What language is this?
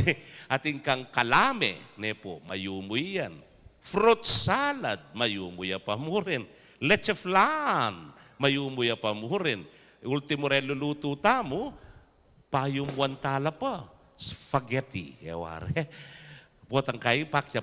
Pampanga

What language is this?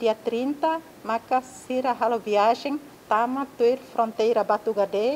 Tetum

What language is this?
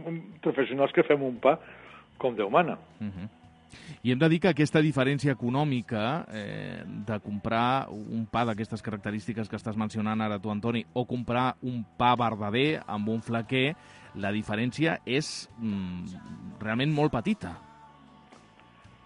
Catalan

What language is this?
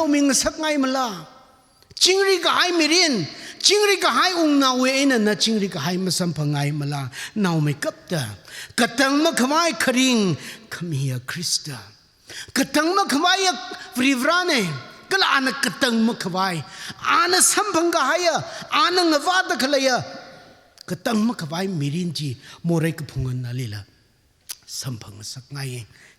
Tangkhul Naga (India)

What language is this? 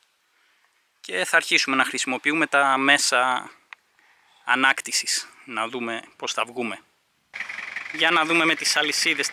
Greek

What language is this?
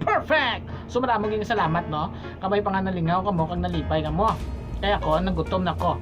Hiligaynon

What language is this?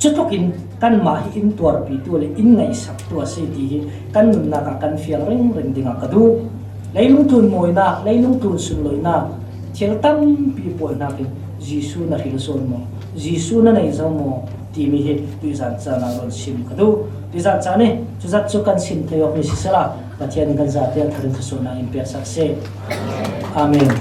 Falam Chin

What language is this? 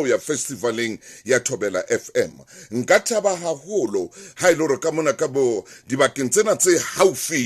Southern Sotho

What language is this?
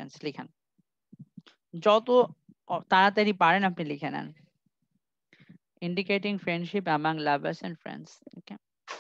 Bangla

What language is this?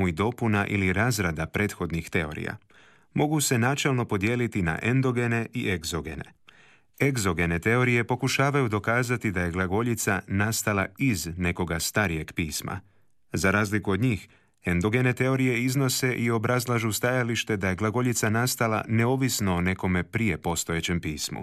Croatian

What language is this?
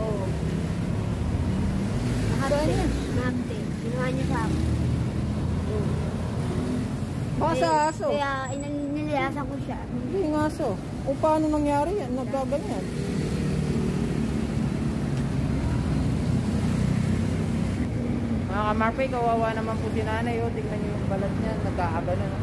Filipino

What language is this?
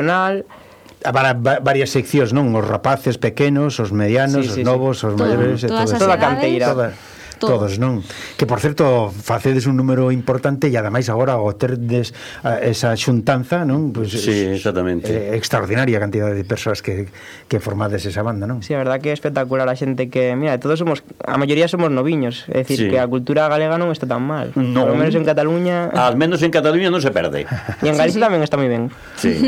Galician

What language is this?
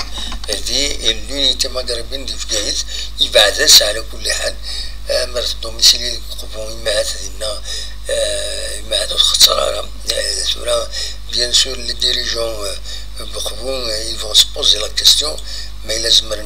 Kabyle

